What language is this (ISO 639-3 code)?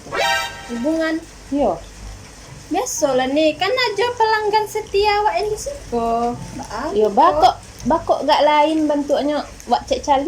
min